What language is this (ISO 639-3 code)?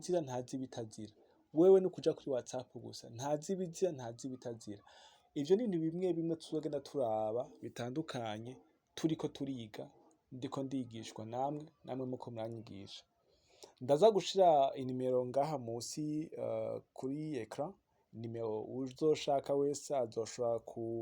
run